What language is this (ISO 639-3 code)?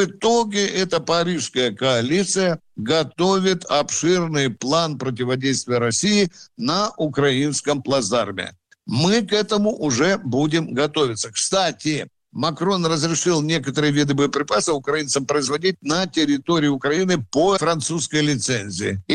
rus